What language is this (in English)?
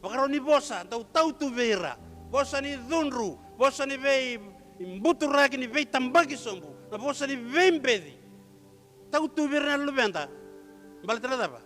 Fijian